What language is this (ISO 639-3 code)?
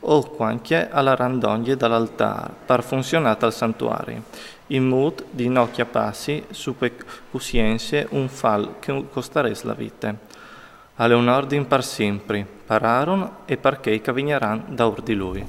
fur